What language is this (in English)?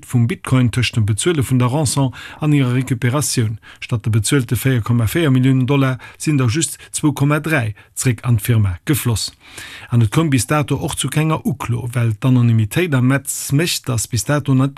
Luxembourgish